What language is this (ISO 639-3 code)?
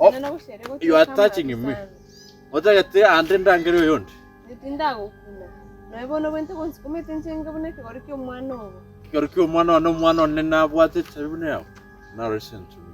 guz